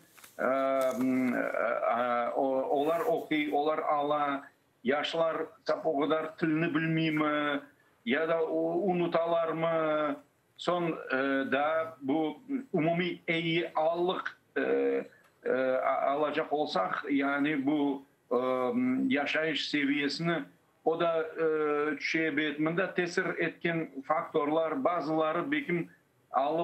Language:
Crimean Tatar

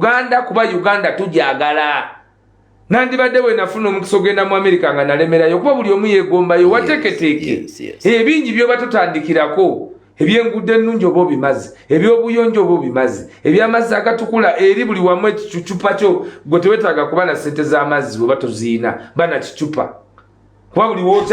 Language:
Ganda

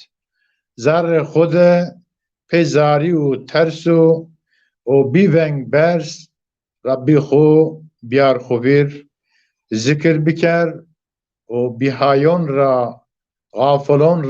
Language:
Zaza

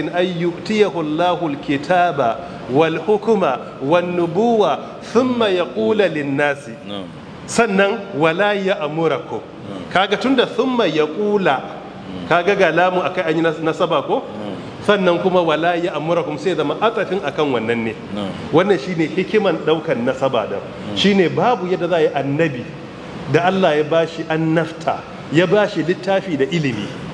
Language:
Hausa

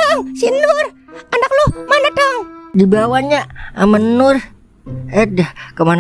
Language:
Betawi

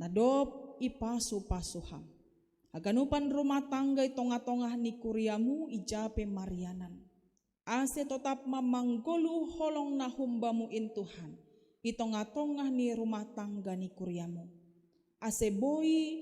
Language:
Batak Simalungun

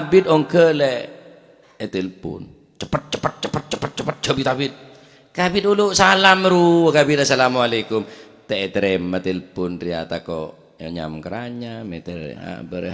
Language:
Madurese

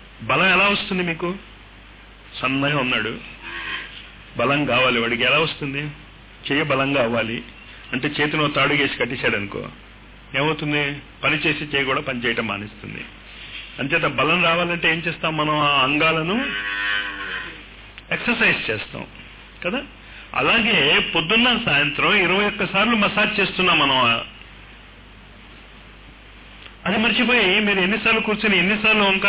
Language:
Telugu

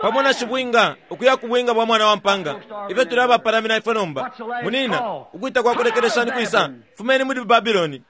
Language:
Bemba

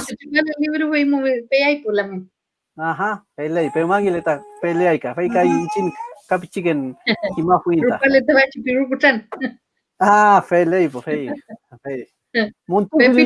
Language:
Mapuche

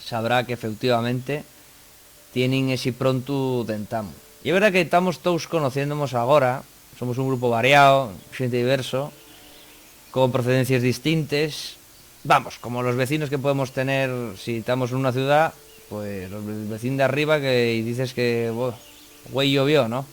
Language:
Asturian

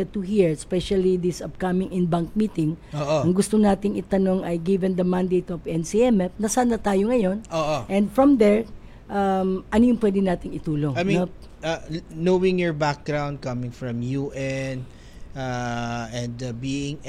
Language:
Filipino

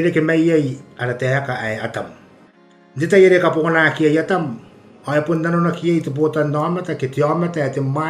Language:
Gilbertese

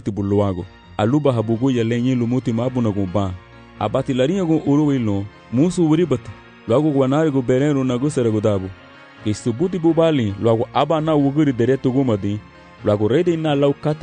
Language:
Garifuna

